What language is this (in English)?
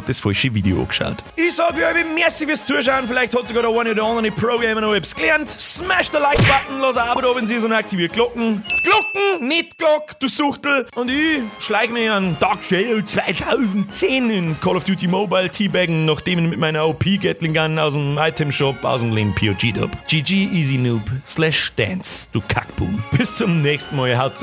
Bavarian